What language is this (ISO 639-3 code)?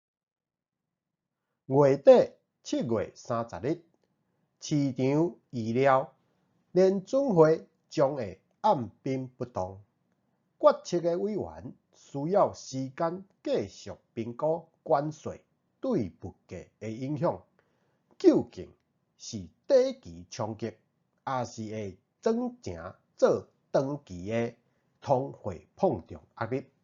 nan